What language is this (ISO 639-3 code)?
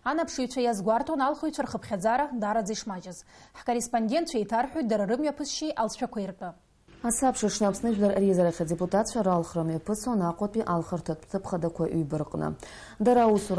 abk